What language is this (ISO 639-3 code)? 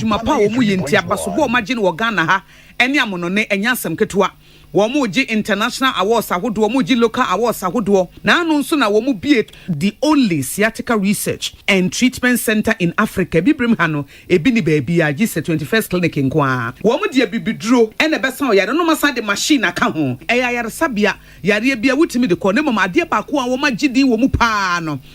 aka